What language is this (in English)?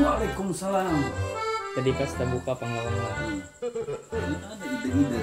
Banjar